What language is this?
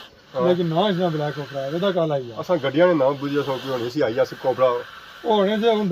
Pahari-Potwari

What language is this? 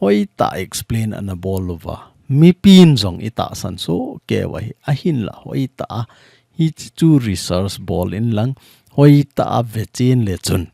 Thado Chin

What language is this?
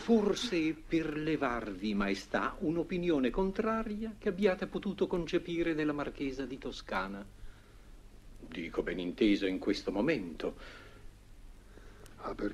Italian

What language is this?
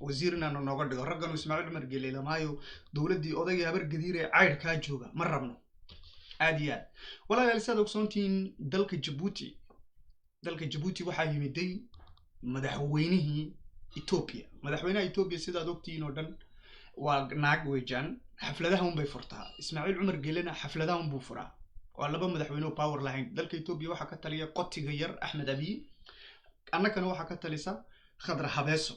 Somali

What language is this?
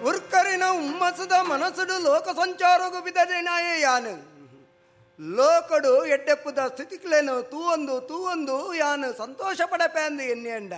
Tulu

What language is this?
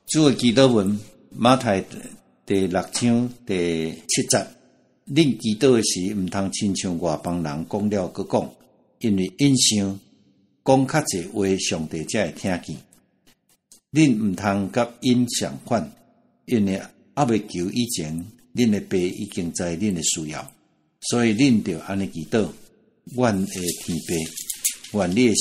Min Nan Chinese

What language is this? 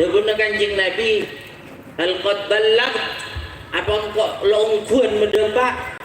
Madurese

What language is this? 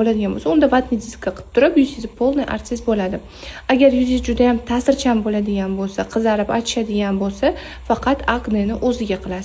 Uzbek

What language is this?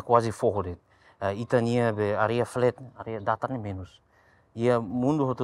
Tetum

